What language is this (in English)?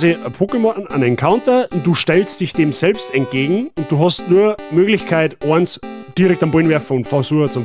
Bavarian